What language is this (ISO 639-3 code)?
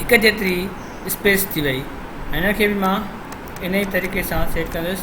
snd